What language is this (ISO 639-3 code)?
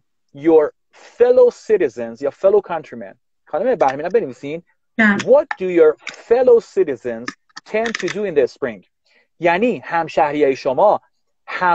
fas